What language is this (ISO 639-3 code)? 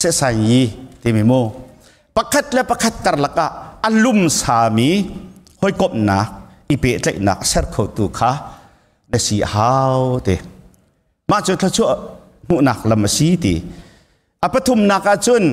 cnh